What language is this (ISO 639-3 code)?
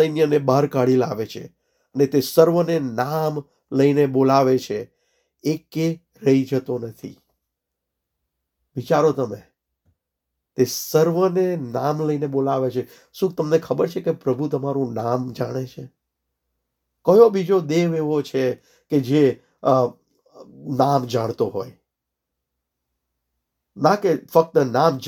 guj